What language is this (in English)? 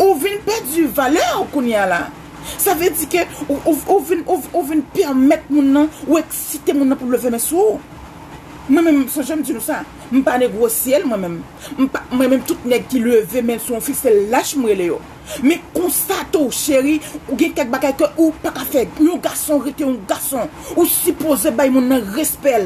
Haitian Creole